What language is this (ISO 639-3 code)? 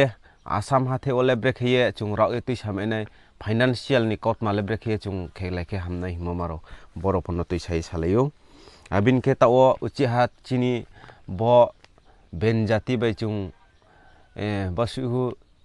ria